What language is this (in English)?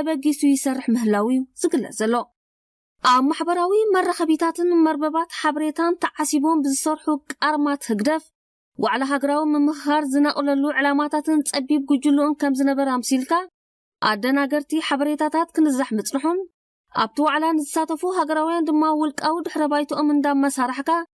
Tigrinya